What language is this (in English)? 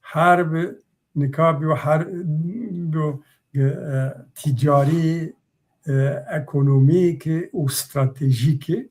Zaza